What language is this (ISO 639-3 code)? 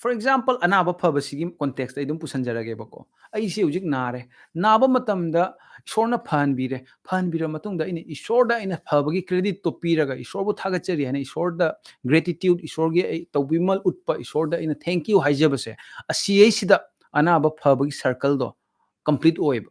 mni